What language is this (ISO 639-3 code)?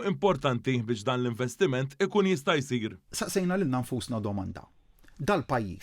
mlt